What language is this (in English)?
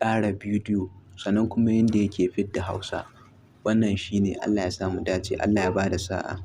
Hausa